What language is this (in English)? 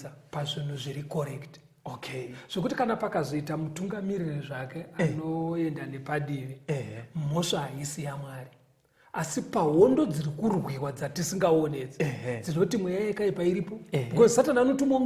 Shona